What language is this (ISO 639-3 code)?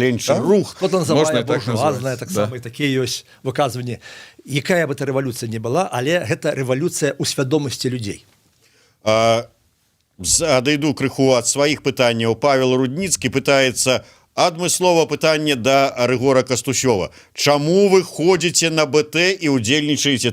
bel